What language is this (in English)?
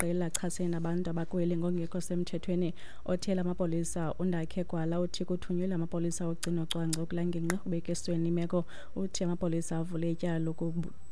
Xhosa